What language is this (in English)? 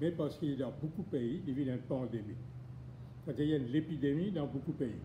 Morisyen